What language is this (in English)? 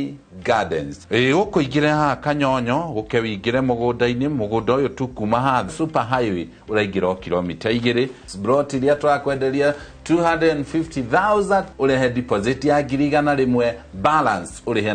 Kikuyu